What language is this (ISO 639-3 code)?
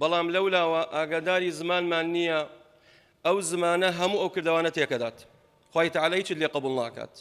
ckb